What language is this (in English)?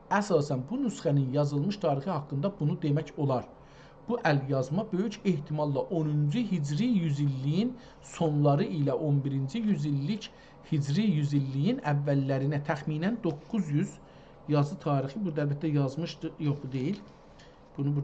South Azerbaijani